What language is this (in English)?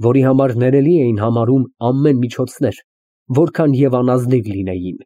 Armenian